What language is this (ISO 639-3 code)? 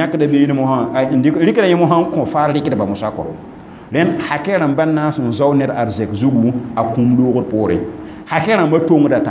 mos